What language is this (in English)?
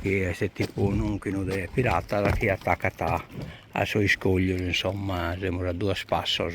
Sardinian